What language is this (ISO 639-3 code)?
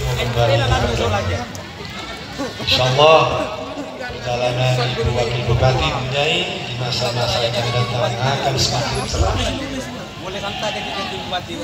ind